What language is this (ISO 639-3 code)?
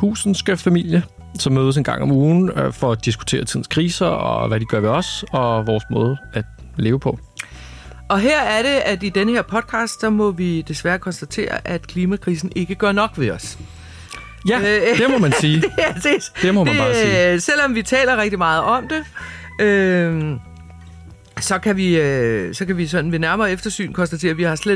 dan